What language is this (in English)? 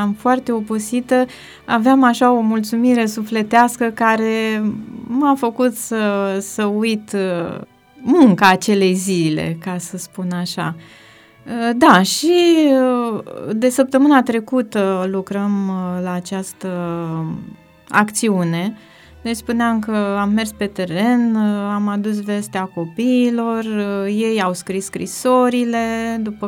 Romanian